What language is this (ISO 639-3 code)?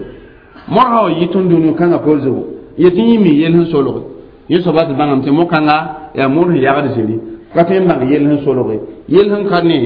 mos